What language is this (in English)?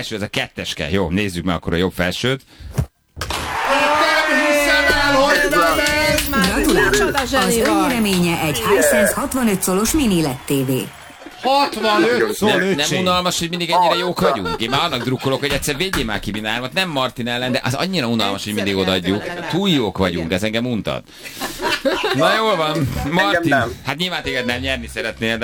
Hungarian